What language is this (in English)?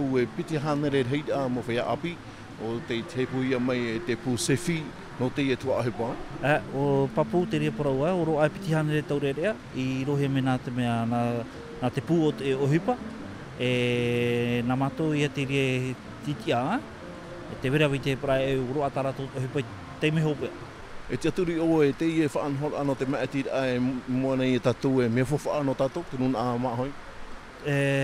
Tahitian